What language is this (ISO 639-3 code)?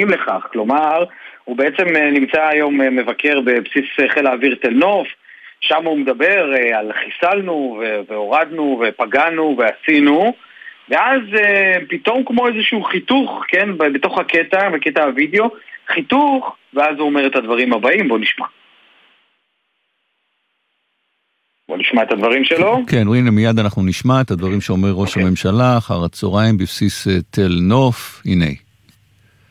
heb